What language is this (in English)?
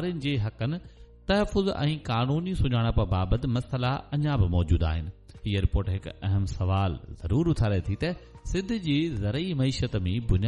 Sindhi